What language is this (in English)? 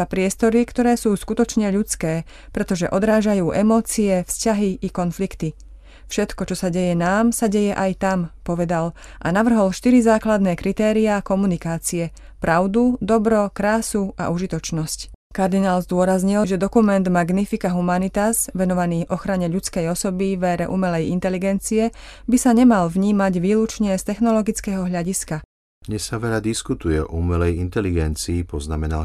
Slovak